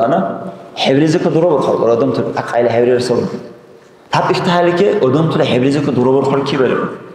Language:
Dargwa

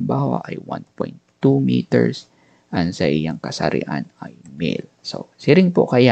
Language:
Bikol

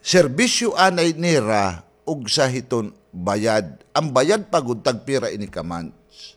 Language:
Waray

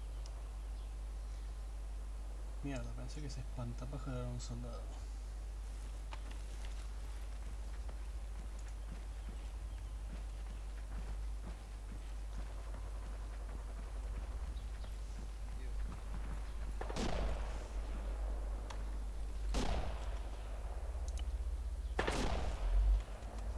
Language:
Spanish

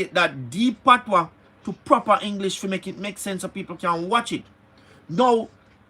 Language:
Jamaican Creole English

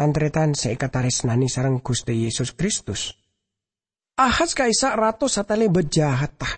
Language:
Madurese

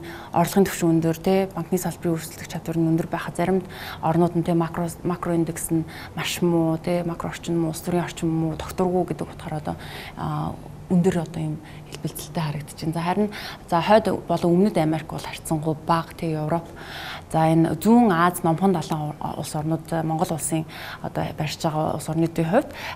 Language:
Mongolian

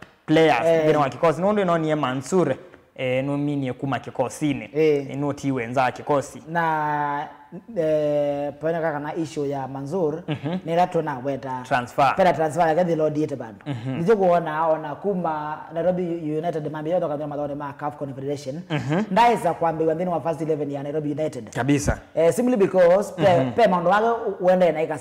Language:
Kamba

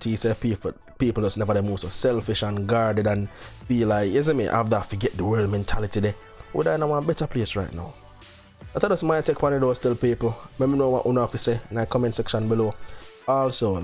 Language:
Jamaican Creole English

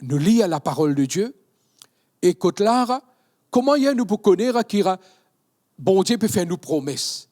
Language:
Morisyen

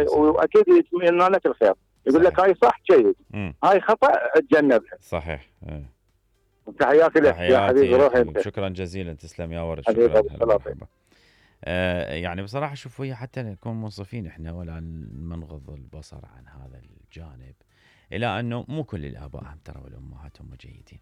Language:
Mesopotamian Arabic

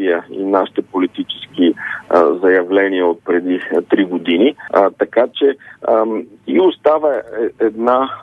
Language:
Bulgarian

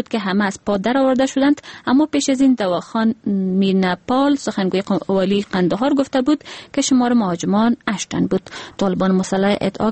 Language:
Persian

